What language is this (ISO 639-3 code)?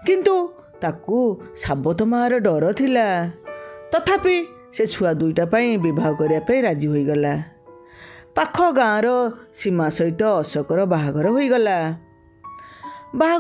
ori